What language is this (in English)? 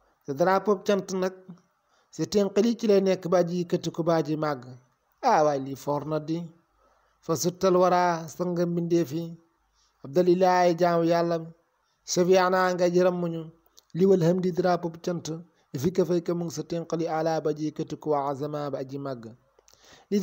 Wolof